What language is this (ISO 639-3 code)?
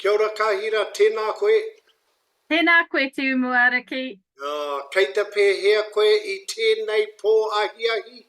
mri